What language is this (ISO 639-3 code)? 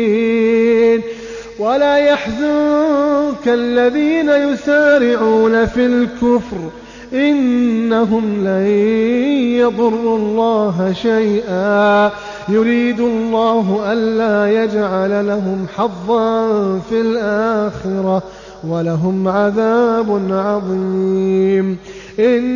ara